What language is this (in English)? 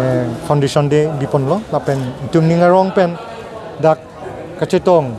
Karbi